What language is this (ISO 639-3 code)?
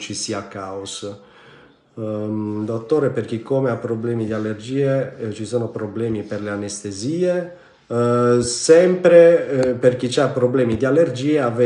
ita